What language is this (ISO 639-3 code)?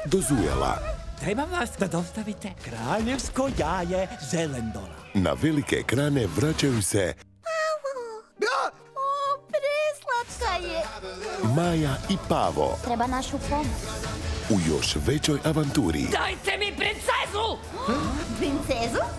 hrv